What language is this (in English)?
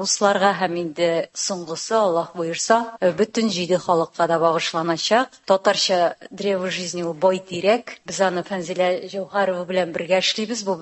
Tatar